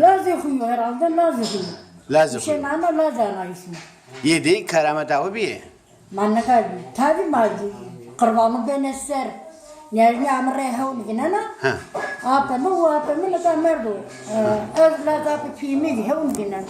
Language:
Zaza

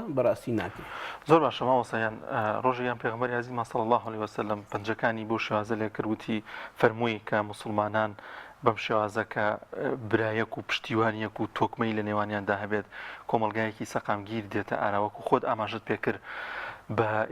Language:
Central Kurdish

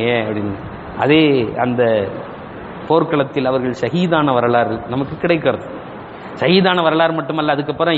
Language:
Tamil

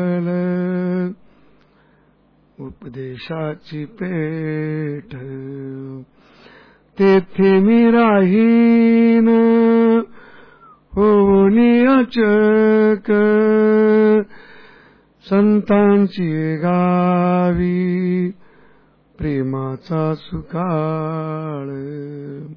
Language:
Marathi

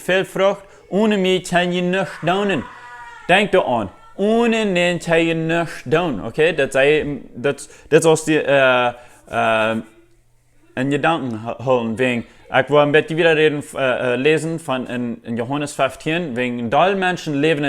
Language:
Plautdietsch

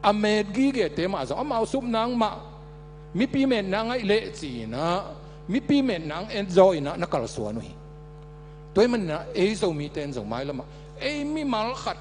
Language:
Tedim Chin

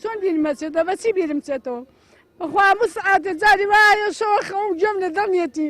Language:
Central Kurdish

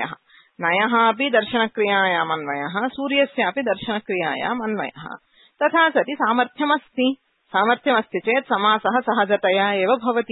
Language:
Sanskrit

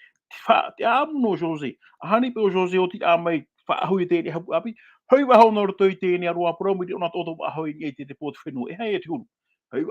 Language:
Tahitian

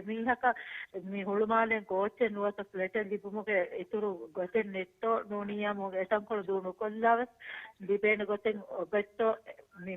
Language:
Divehi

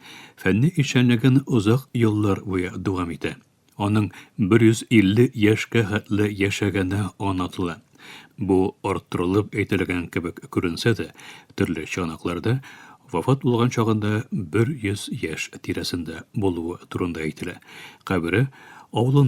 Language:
Tatar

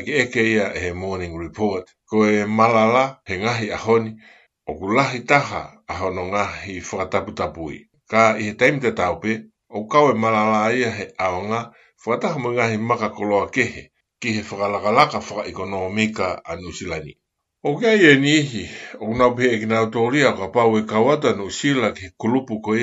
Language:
Tongan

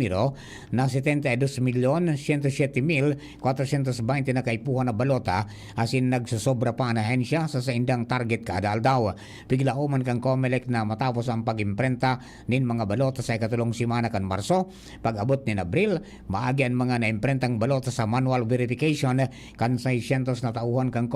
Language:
Bikol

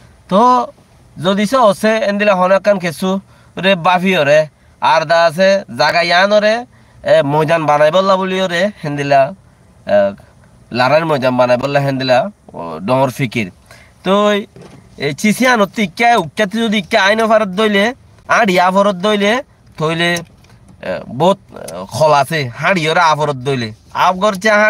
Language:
Rohingya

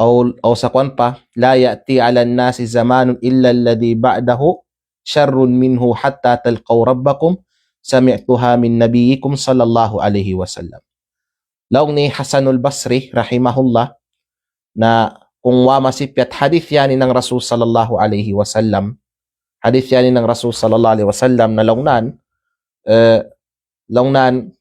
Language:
Kalagan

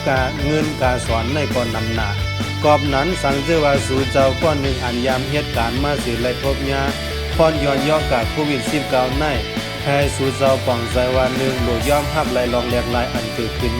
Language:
Shan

